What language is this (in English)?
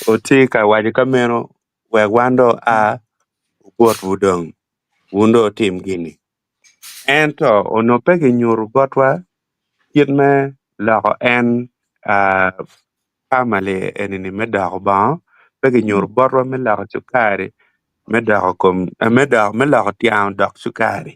Acoli